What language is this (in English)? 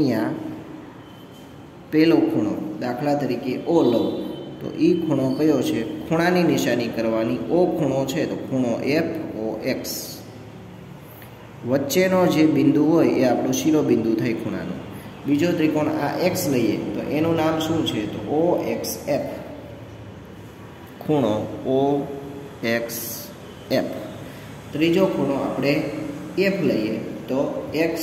Gujarati